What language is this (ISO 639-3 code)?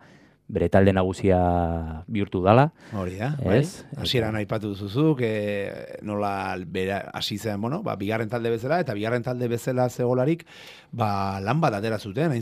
eus